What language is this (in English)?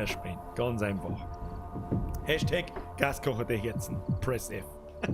Bavarian